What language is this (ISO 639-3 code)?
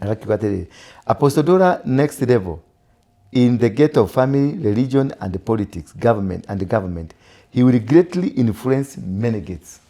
kik